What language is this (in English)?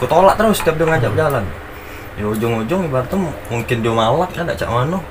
Musi